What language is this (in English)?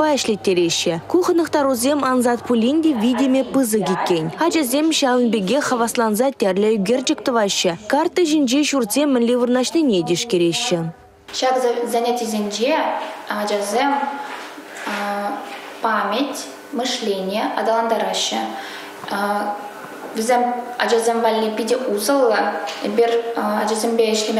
Chuvash